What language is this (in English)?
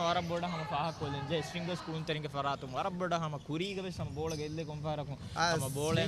Divehi